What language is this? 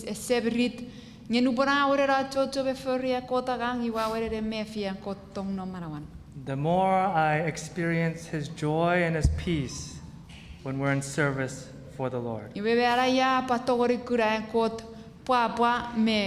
Chuukese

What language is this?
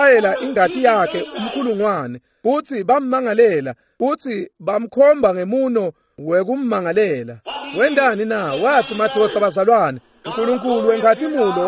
Swati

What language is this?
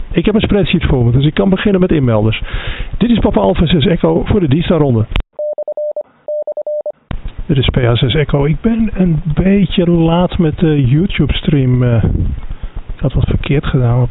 Dutch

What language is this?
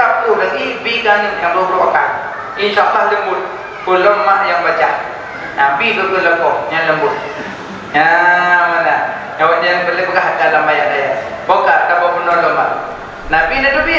Achinese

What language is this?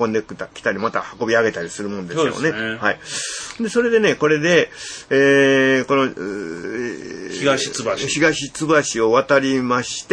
Japanese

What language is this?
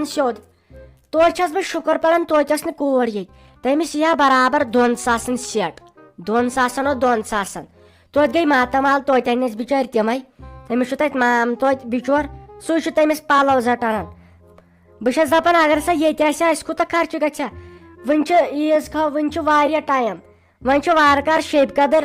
Kashmiri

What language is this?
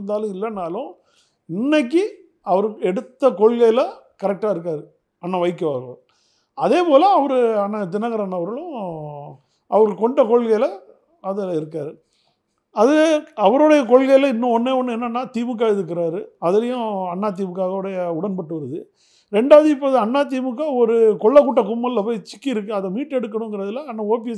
Tamil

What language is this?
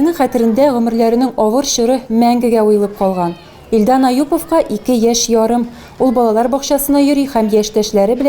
Tatar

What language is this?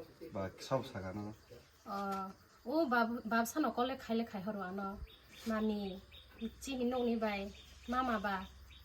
Kok Borok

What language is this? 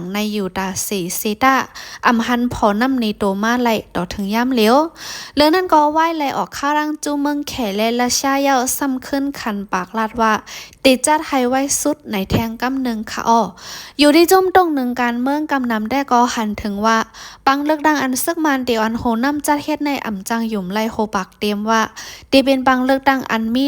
Shan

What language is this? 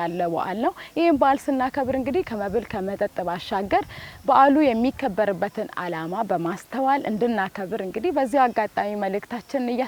Amharic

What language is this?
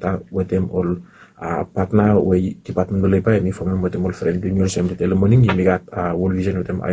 Bislama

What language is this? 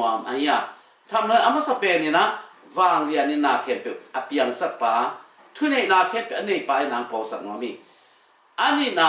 Tedim Chin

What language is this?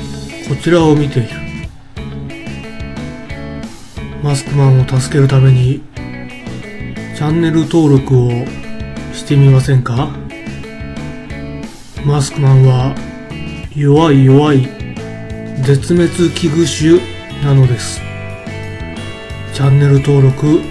Japanese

